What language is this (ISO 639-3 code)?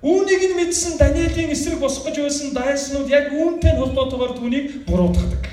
mon